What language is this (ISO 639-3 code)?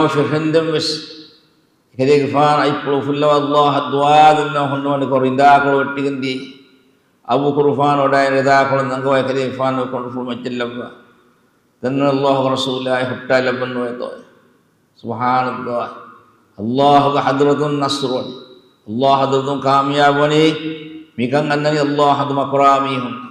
div